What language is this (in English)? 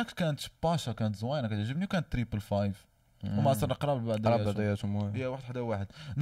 Moroccan Arabic